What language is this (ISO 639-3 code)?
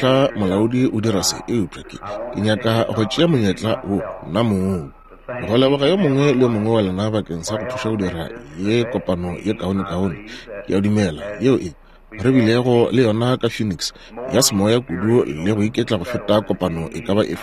nso